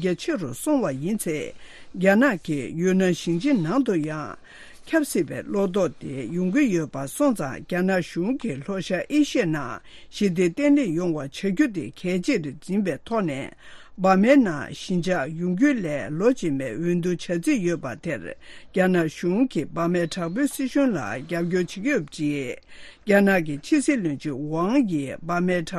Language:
Tibetan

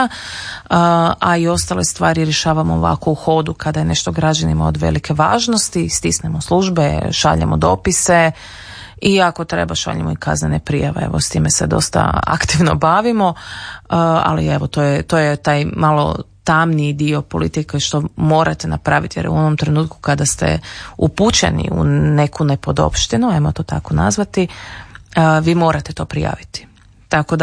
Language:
Croatian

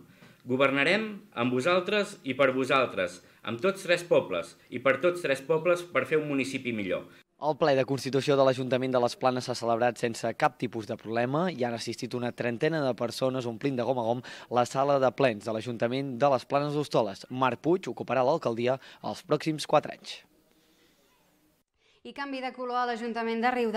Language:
Catalan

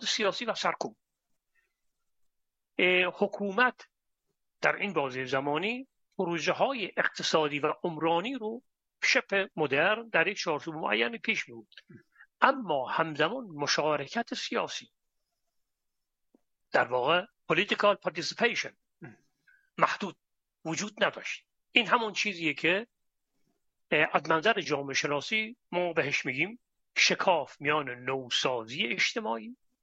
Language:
Persian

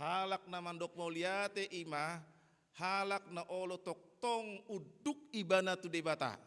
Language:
Batak Toba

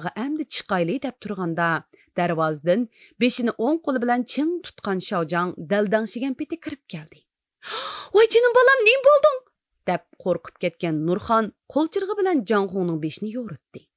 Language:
Uyghur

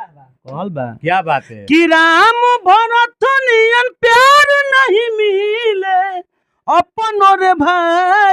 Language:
Bhojpuri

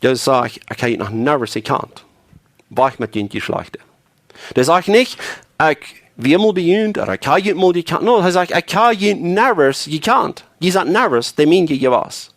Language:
Plautdietsch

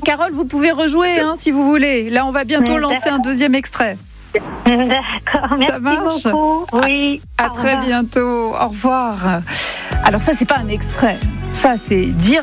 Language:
French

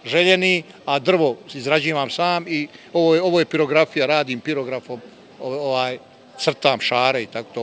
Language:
Bosnian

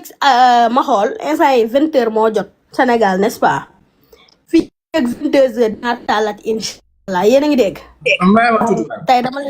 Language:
Wolof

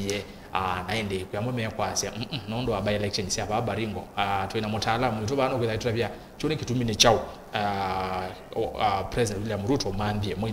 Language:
Kamba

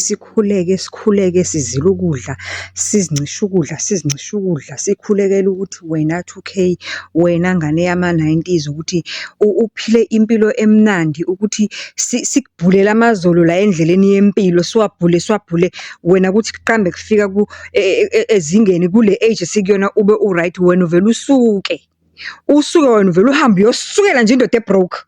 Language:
Zulu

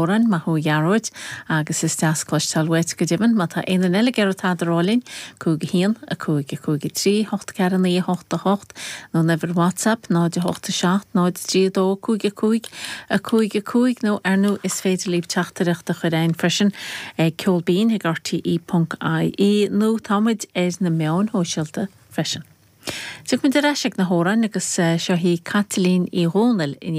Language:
Irish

